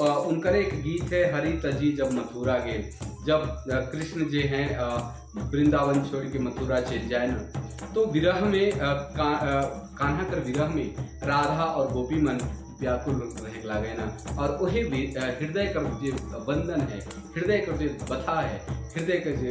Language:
Sadri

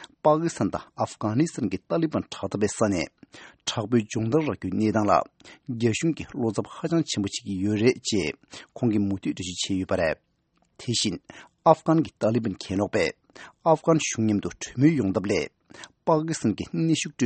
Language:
Tibetan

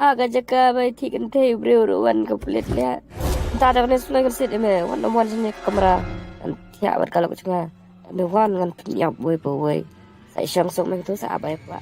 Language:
Khasi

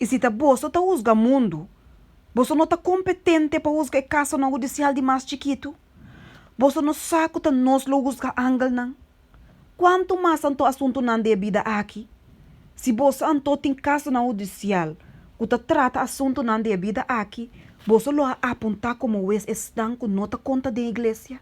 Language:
Papiamento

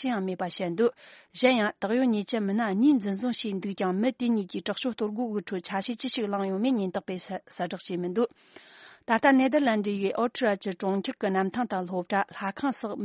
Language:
Tibetan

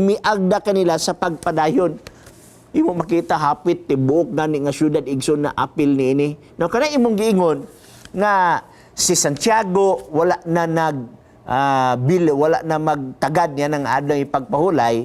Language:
Cebuano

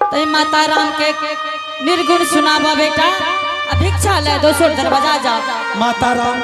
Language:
Angika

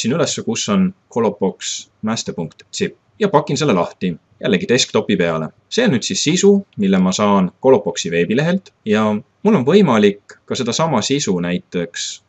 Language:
Estonian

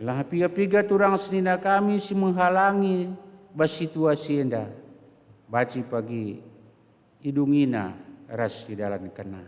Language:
Batak Karo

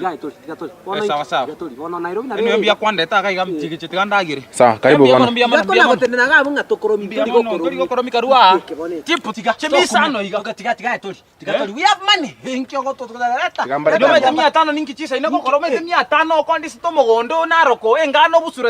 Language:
Gusii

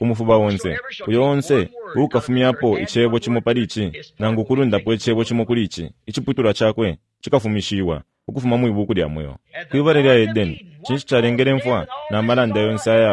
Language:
Bemba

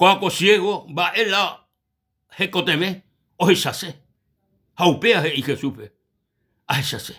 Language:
Guarani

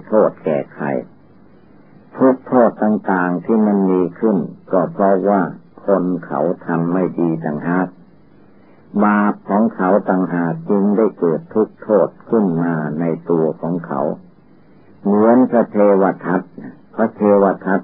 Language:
Thai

